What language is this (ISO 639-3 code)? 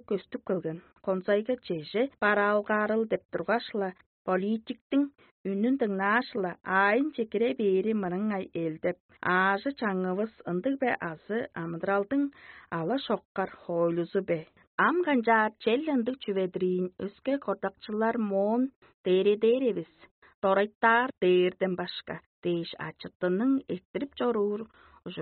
tyv